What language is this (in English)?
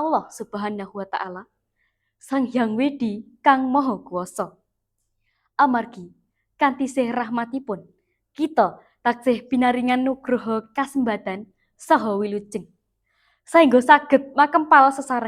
Javanese